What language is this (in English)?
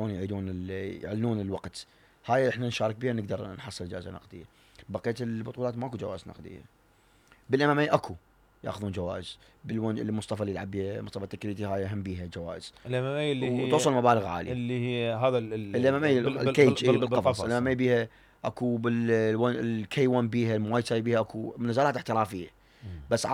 Mesopotamian Arabic